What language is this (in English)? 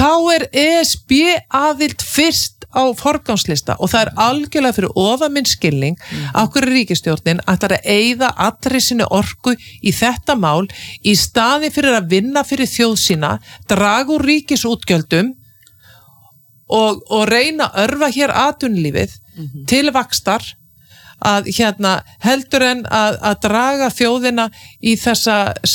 Icelandic